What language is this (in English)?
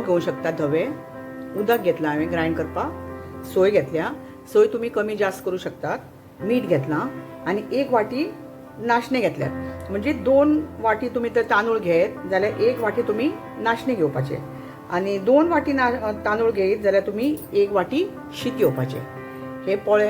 Konkani